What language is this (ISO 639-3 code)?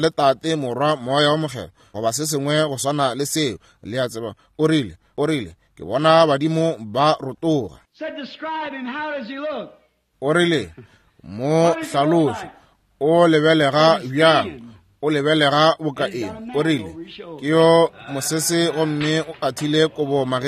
nso